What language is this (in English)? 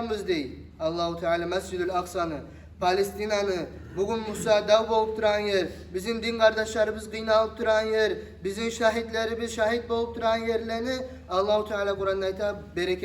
Kumyk